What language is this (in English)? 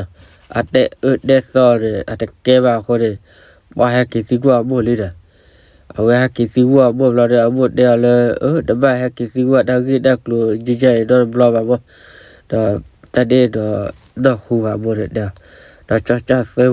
S'gaw Karen